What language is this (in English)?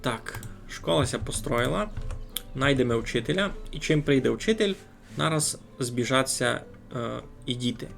Rusyn